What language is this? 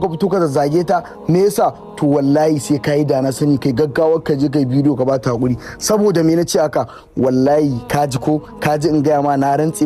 Hausa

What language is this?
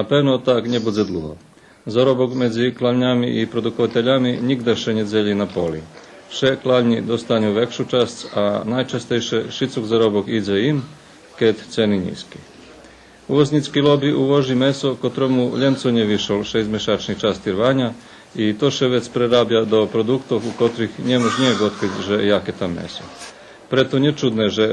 Rusyn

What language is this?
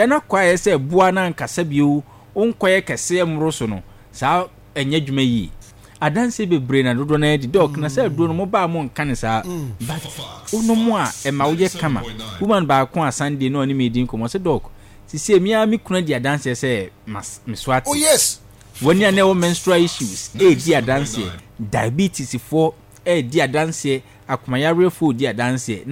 Akan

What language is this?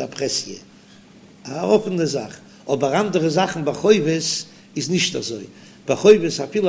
Yiddish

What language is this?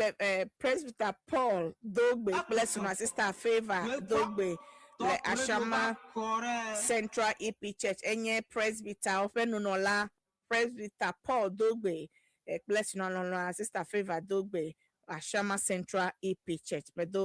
Ewe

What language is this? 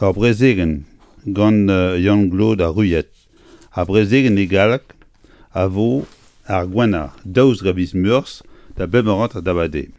Breton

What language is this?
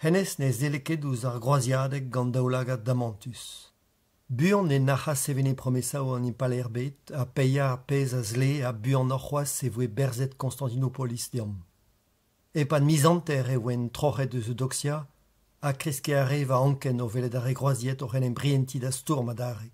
Breton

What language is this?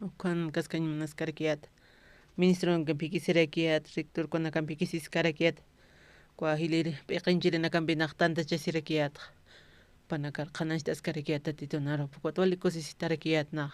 Aymara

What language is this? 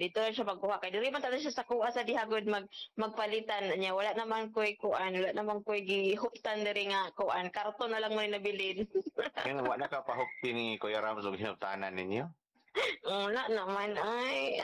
Cebuano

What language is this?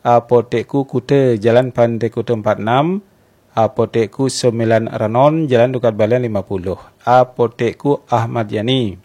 Balinese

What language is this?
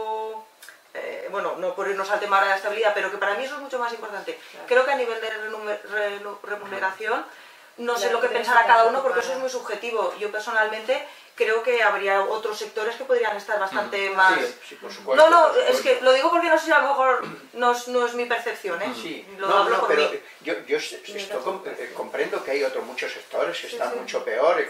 Spanish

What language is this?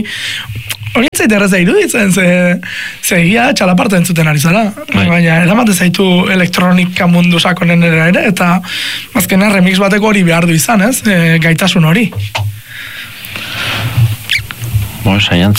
Basque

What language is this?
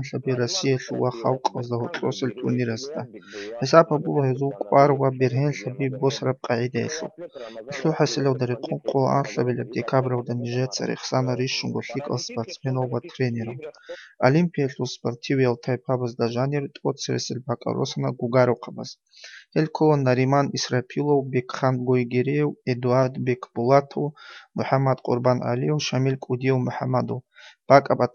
Avaric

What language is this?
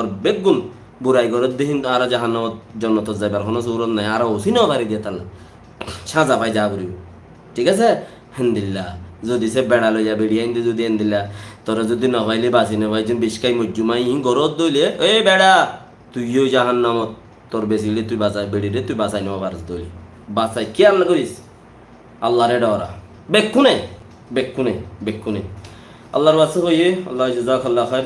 Rohingya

